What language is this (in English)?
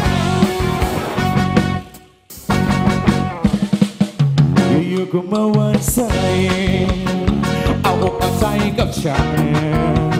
Thai